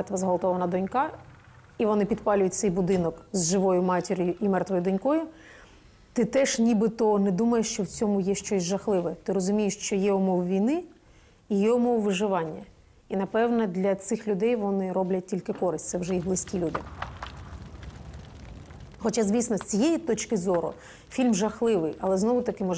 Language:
Ukrainian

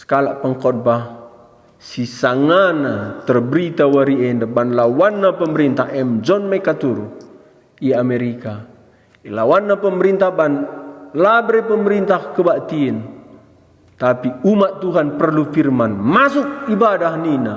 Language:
Batak Karo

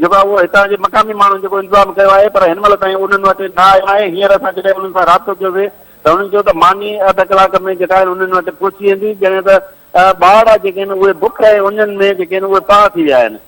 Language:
Sindhi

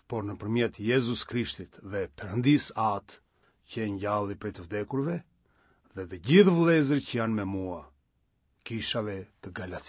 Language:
Albanian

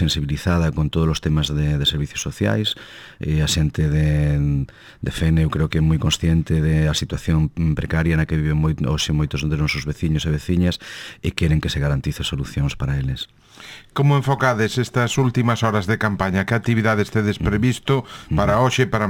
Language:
Galician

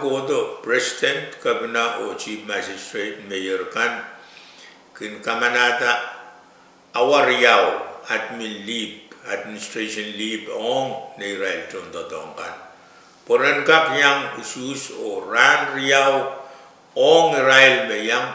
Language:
Pohnpeian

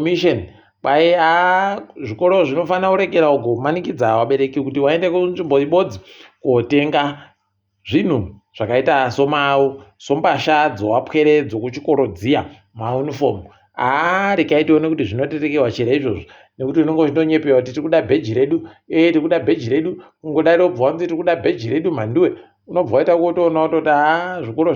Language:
Ndau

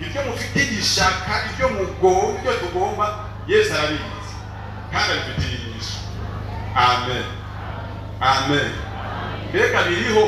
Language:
Rundi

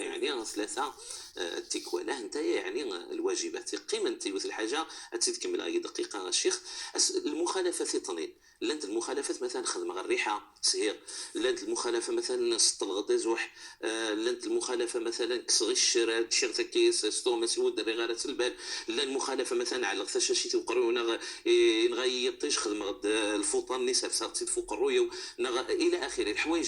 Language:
Moroccan Arabic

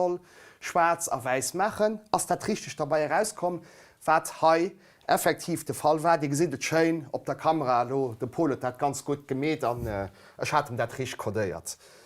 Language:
Luxembourgish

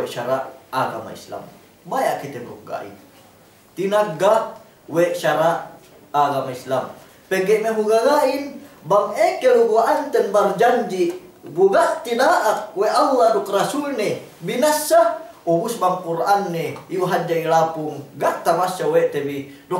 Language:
Yakan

